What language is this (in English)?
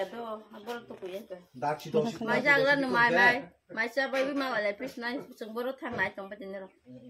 Kok Borok